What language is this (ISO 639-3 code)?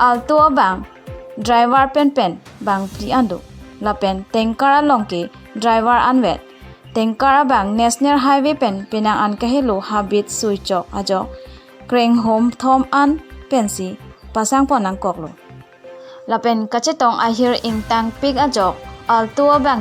mjw